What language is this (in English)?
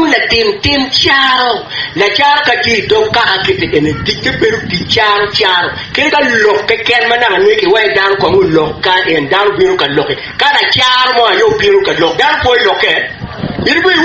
Acoli